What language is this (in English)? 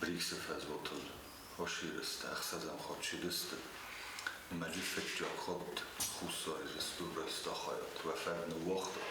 Ossetic